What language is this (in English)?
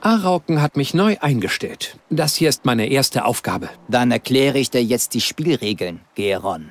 Bavarian